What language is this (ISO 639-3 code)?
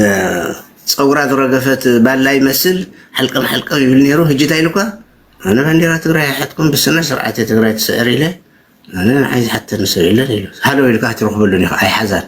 tir